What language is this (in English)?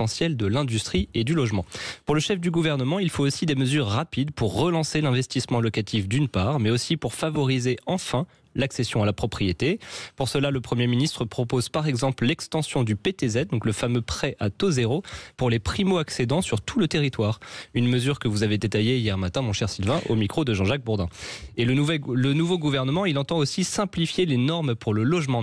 French